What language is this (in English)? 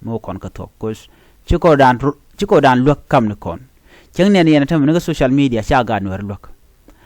Nuer